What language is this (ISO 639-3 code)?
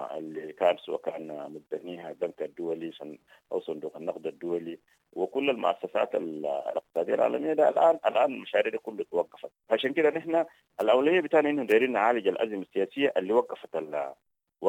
apd